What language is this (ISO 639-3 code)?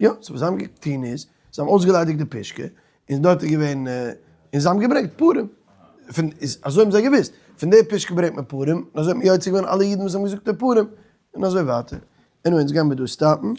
yid